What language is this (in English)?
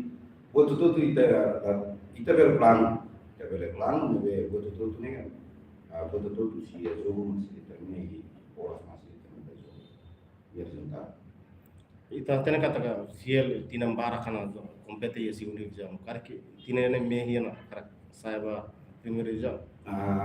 Tetum